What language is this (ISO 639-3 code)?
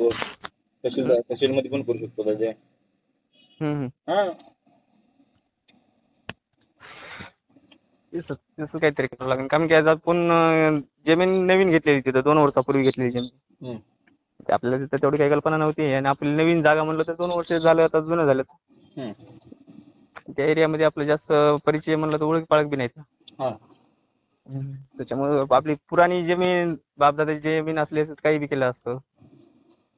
mar